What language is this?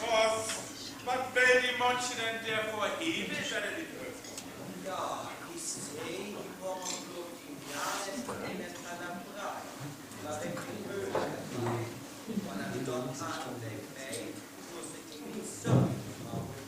Northern Frisian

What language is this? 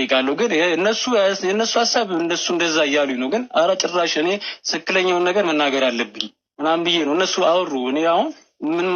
Amharic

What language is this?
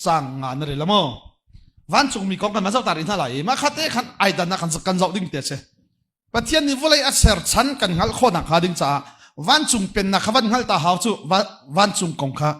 Hakha Chin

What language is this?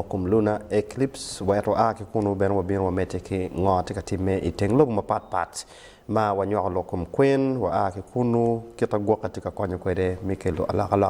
Acoli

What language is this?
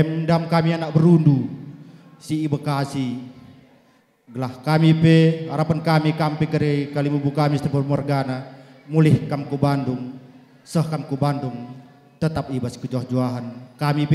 Batak Karo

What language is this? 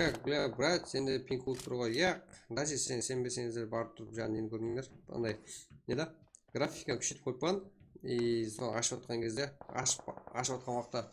Kara-Kalpak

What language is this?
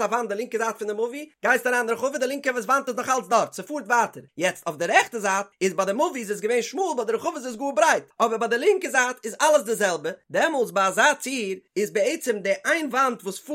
Yiddish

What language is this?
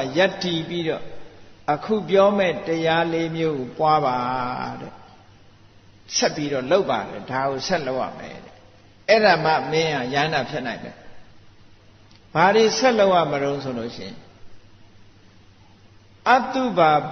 Burmese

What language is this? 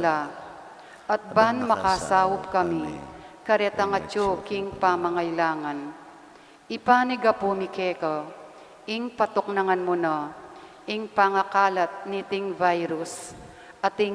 Pampanga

